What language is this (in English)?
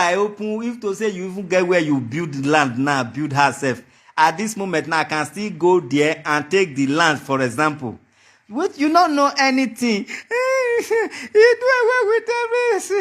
Nigerian Pidgin